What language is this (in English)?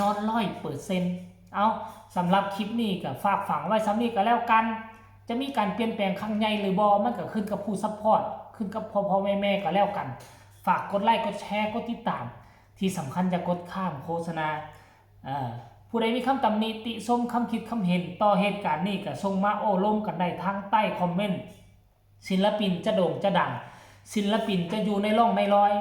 Northeastern Thai